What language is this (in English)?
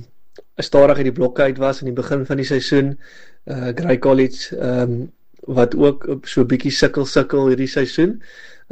Afrikaans